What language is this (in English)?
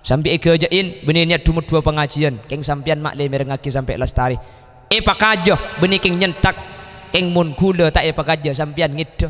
Madurese